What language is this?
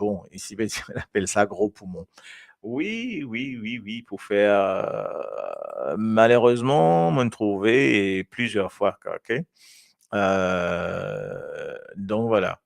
Morisyen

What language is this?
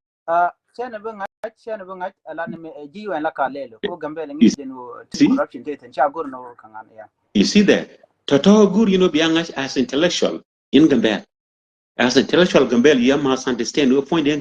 Nuer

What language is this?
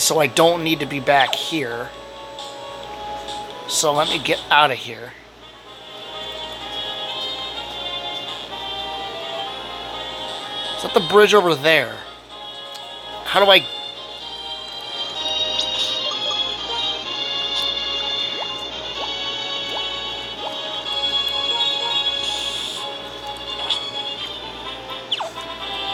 English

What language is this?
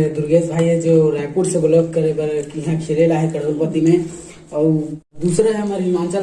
Chhattisgarhi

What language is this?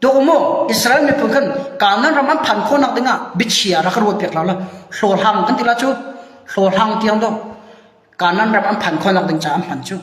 Hakha Chin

